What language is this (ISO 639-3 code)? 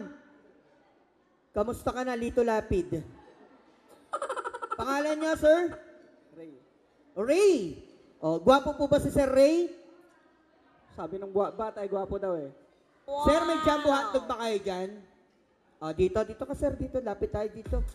fil